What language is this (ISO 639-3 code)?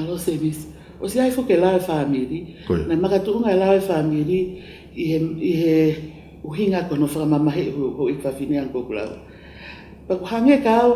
ton